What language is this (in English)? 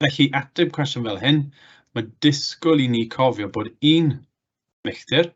Welsh